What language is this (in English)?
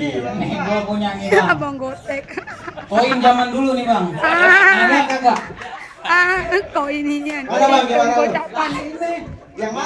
Betawi